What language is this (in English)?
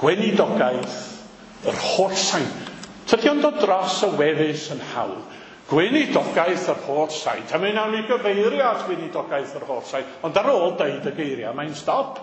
Welsh